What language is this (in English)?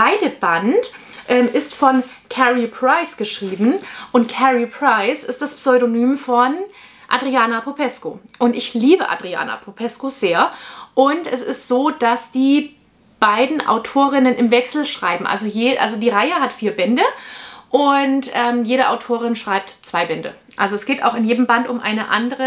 German